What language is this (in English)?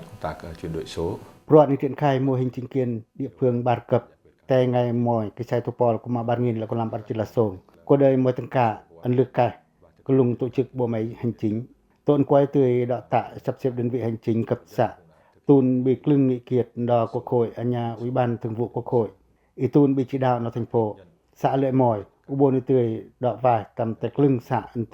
Pacoh